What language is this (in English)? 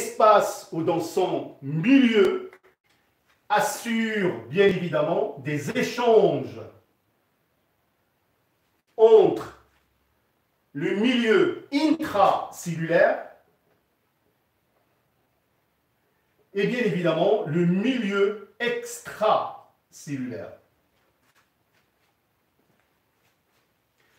French